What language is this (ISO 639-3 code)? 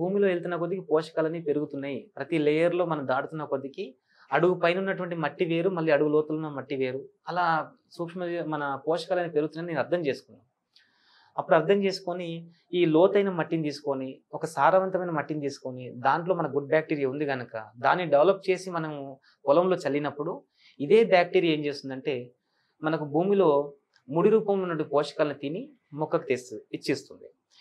tel